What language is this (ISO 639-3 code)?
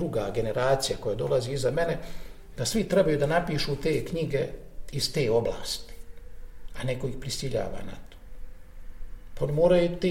bos